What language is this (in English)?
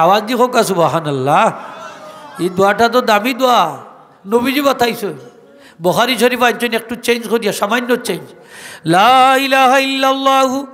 Sylheti